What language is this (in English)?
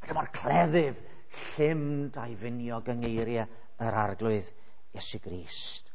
Welsh